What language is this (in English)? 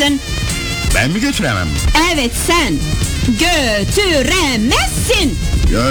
Turkish